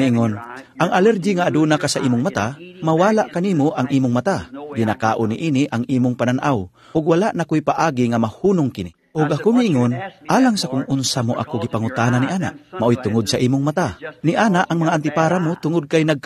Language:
Cebuano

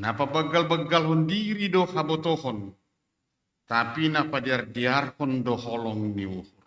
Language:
Batak Simalungun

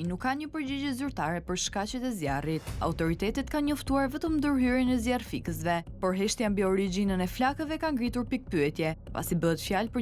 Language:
Albanian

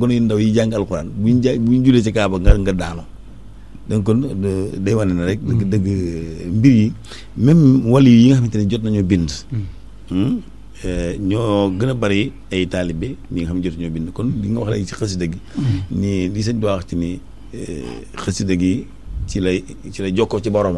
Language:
Wolof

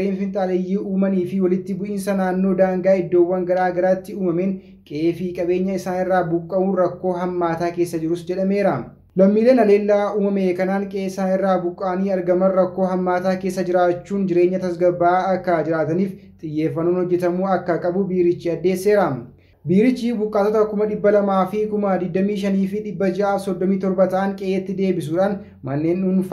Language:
Oromo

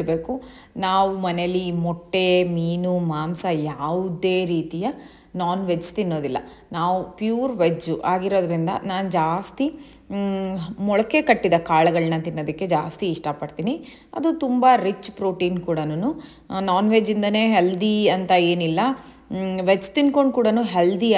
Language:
Kannada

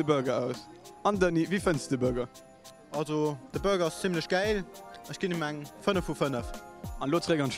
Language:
Luxembourgish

